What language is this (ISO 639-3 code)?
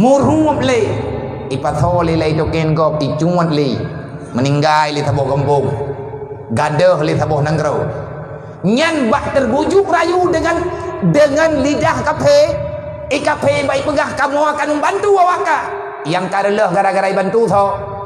ace